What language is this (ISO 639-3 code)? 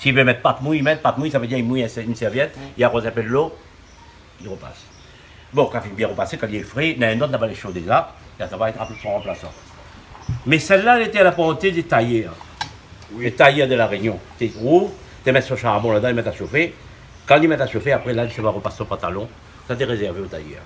rcf